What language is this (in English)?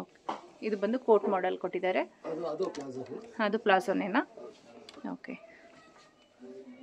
Kannada